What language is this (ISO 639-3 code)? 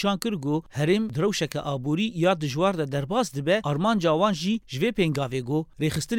kur